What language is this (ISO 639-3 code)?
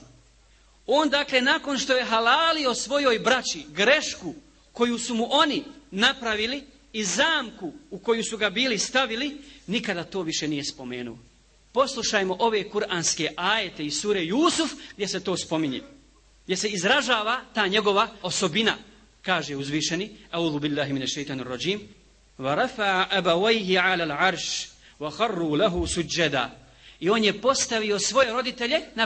bos